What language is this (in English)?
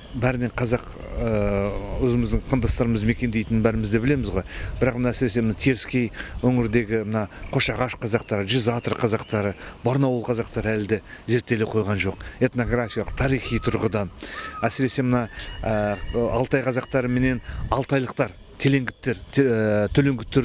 Kazakh